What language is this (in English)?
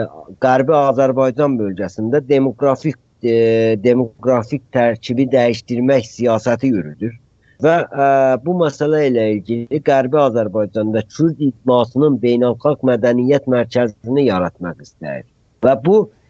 South Azerbaijani